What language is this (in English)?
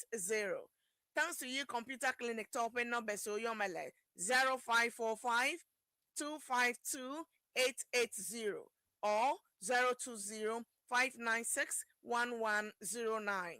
Ewe